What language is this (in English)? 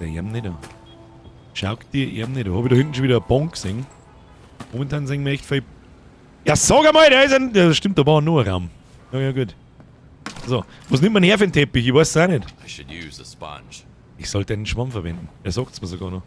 Bavarian